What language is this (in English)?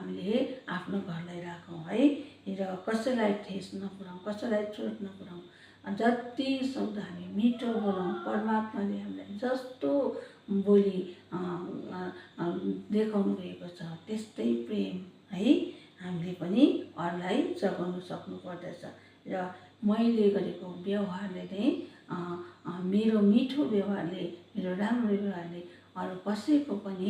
Nepali